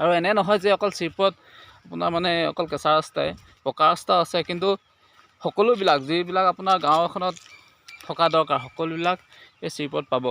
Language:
Assamese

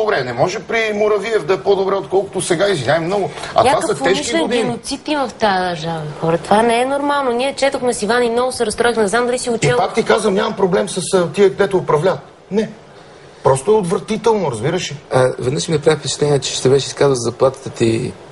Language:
Bulgarian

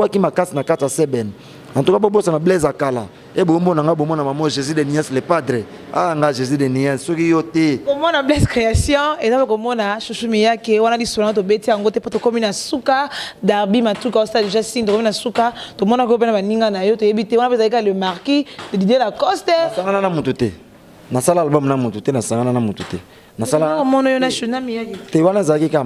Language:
Lingala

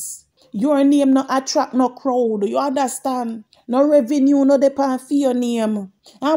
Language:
Jamaican Creole English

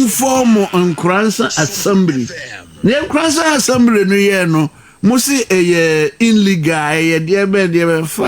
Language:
Akan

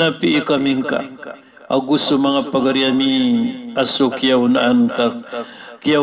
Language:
Maranao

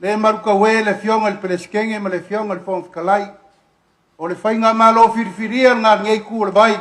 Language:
Samoan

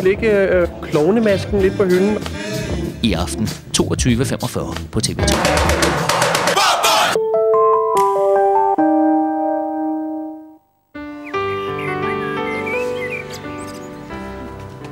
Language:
Danish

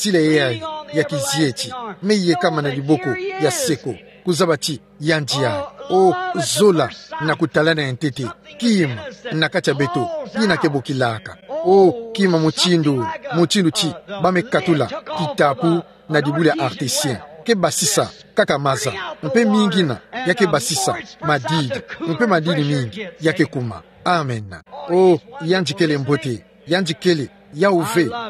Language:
Kituba (Democratic Republic of Congo)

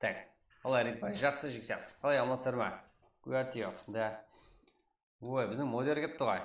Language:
Kara-Kalpak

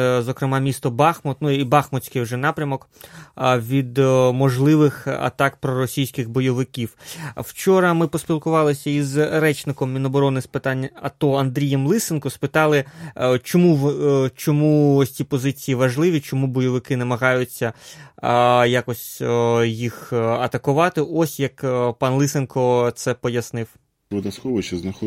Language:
Ukrainian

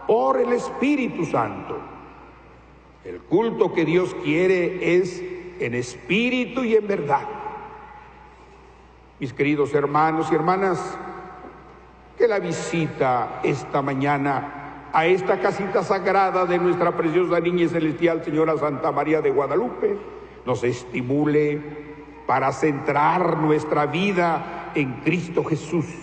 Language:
Spanish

